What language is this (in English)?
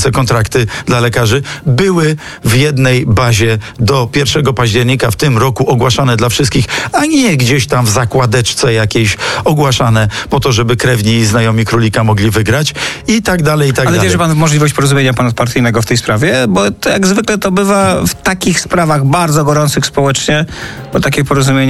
Polish